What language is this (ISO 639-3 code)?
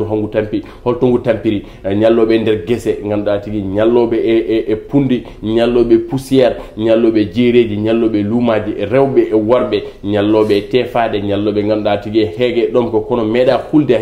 ful